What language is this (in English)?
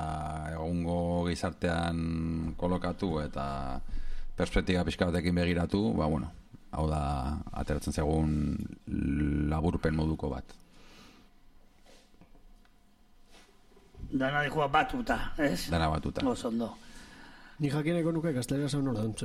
Basque